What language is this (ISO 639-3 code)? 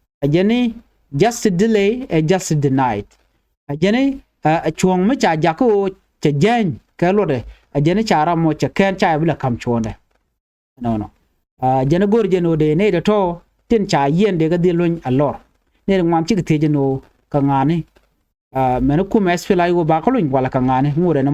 nus